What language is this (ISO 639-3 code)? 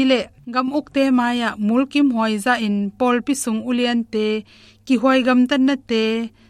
ctd